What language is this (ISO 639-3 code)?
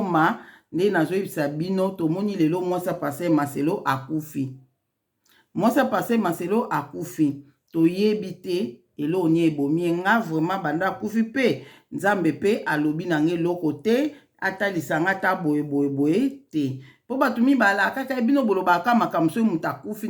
lin